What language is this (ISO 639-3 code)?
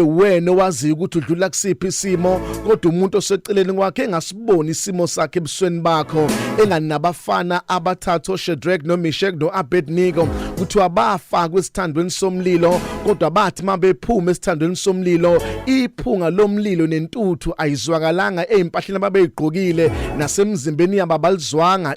zul